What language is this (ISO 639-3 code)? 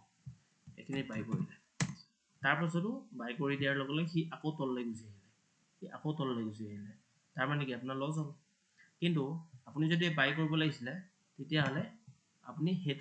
asm